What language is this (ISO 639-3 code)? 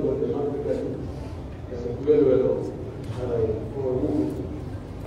fuf